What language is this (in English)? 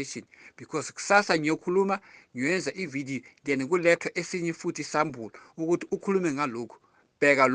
Zulu